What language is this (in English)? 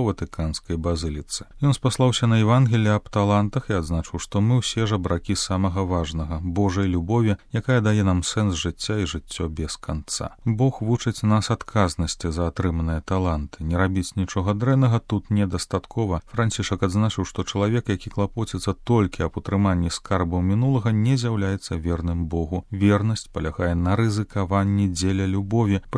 Belarusian